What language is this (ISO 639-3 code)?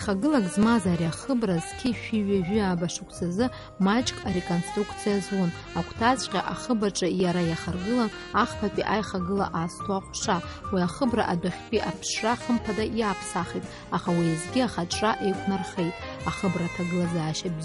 abk